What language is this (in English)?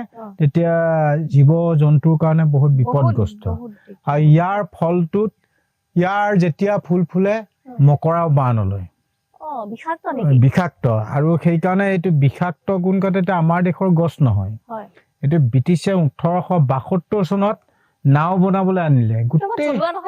Assamese